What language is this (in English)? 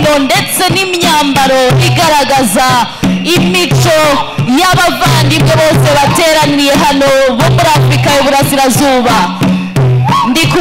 Kinyarwanda